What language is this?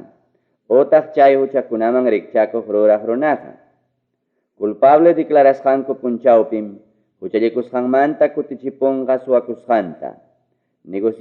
Ayacucho Quechua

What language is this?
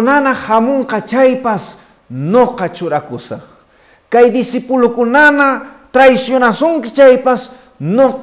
Quechua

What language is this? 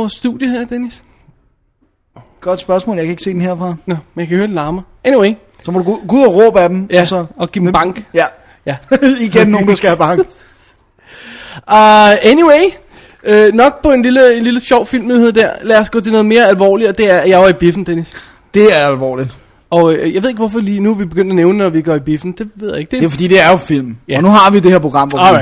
Danish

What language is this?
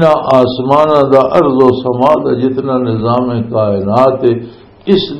Western Panjabi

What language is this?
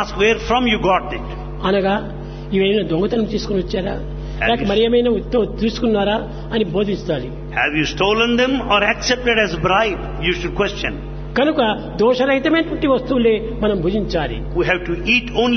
Telugu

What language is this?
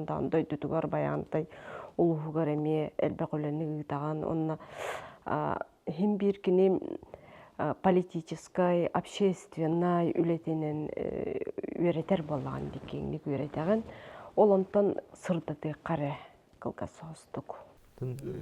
Yakut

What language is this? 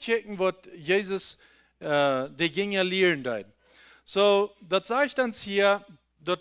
Plautdietsch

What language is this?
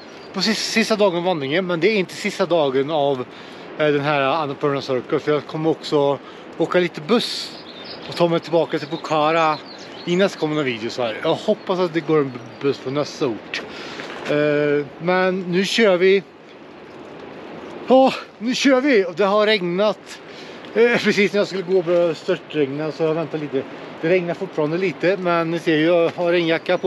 Swedish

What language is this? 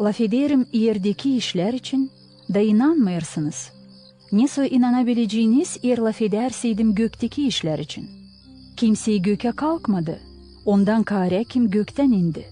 Gagauz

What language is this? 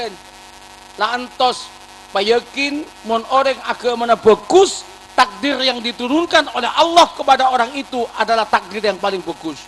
Madurese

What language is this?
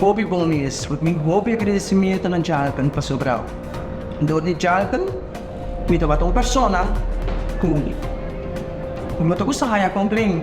Papiamento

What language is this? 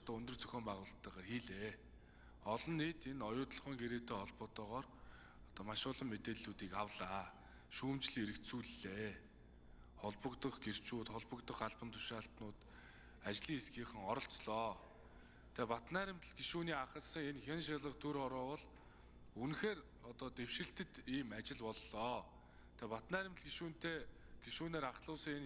Mongolian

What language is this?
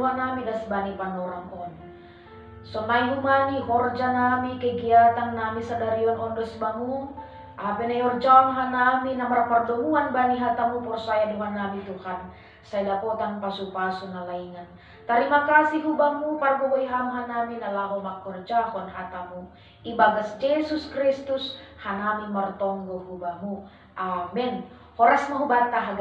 Batak Simalungun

